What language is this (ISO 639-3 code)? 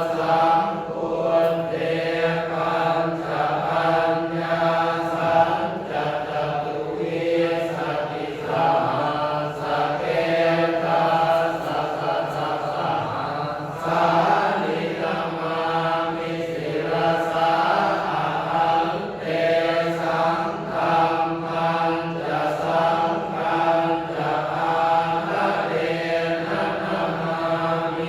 pli